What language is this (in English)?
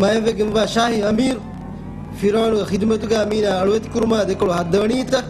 Divehi